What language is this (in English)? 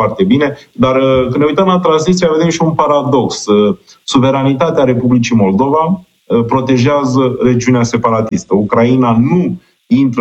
Romanian